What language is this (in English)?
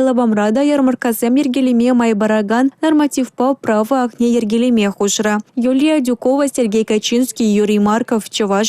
Chuvash